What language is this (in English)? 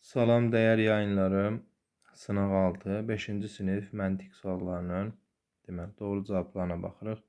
Azerbaijani